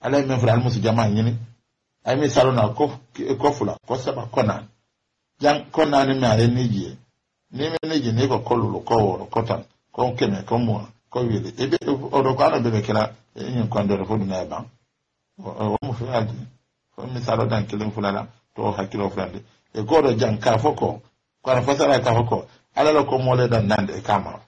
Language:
Mandingo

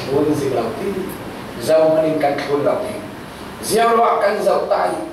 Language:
Falam Chin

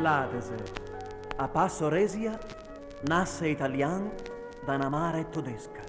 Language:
Venetian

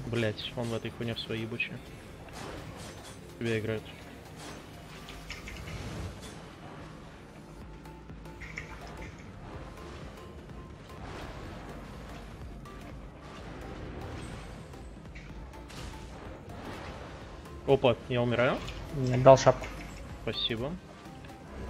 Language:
Russian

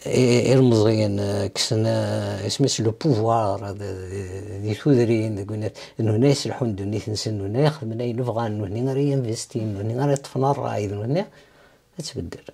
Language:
Kabyle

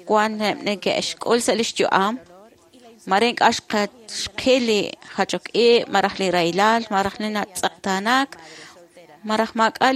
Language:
Kekchí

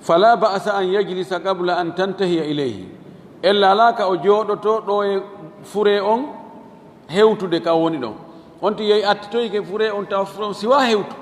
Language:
Fula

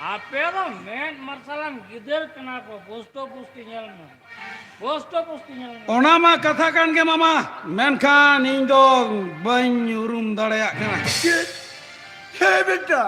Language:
Santali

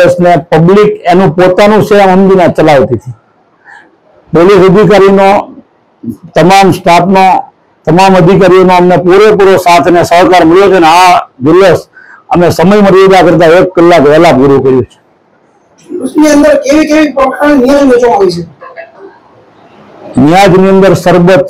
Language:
Gujarati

